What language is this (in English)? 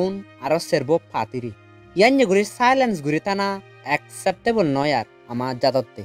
Chakma